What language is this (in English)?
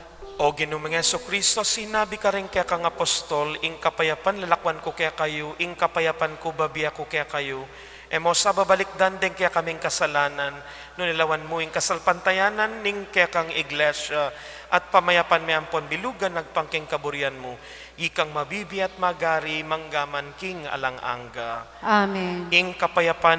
Pampanga